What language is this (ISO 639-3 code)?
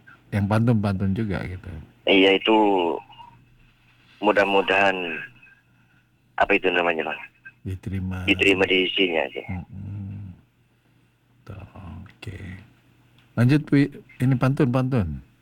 ind